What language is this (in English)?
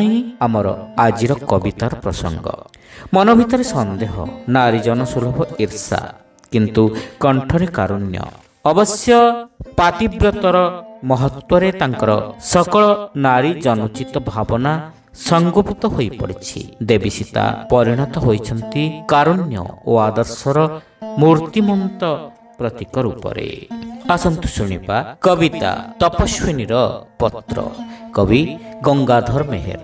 Odia